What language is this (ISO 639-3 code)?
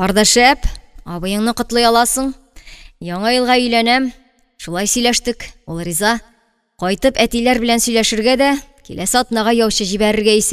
tat